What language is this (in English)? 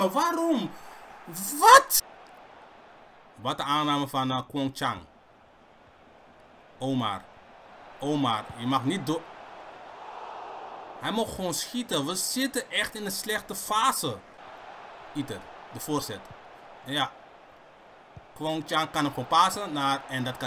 Dutch